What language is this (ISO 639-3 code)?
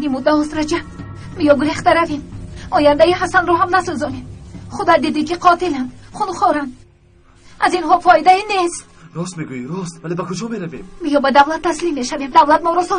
tgk